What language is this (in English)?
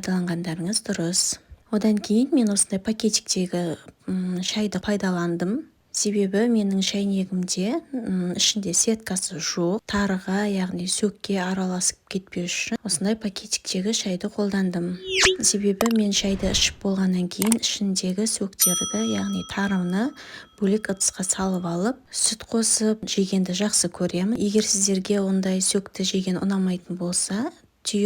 Kazakh